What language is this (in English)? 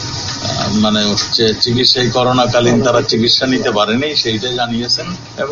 Bangla